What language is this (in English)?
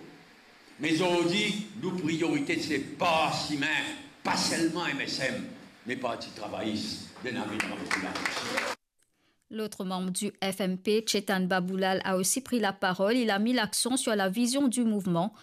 Morisyen